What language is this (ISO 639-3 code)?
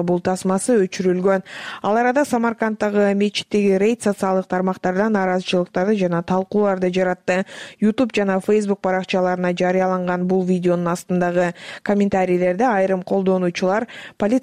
kir